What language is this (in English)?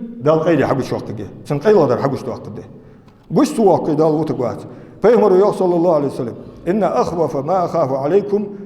Ingush